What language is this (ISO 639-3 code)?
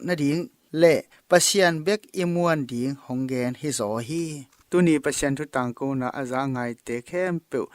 ctd